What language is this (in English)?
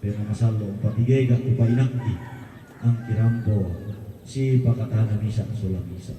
Toraja-Sa'dan